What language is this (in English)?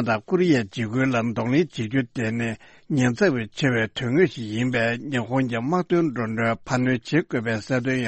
Tibetan